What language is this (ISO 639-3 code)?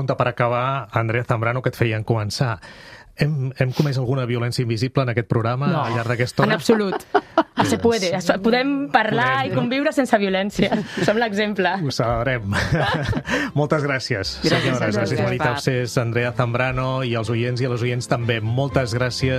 cat